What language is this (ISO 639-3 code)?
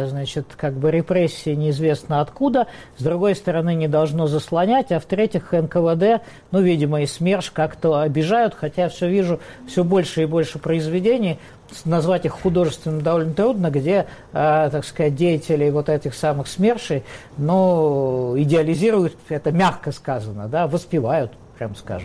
rus